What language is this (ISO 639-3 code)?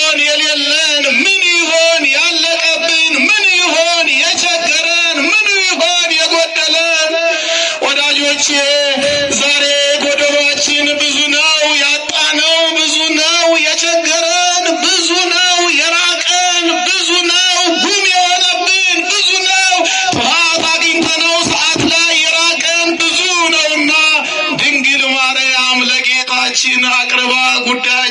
amh